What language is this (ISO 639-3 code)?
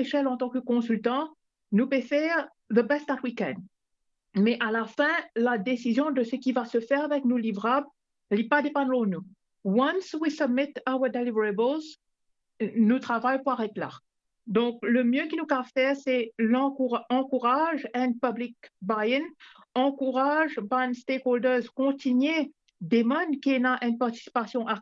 mfe